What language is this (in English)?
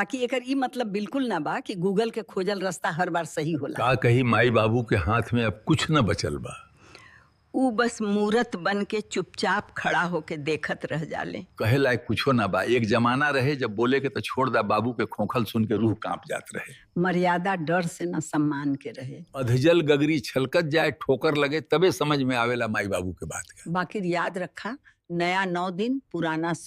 Bhojpuri